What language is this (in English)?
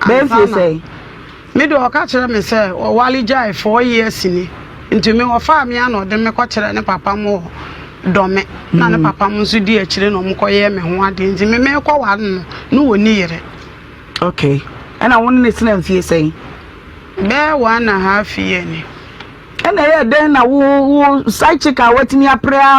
Akan